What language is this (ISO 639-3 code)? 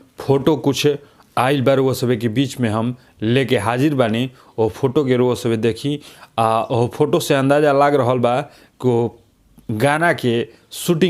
bho